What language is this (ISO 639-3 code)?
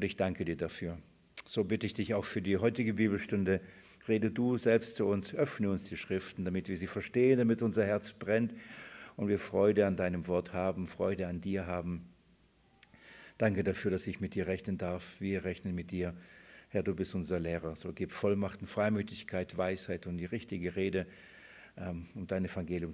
deu